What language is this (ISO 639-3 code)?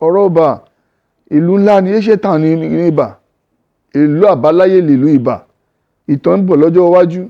yor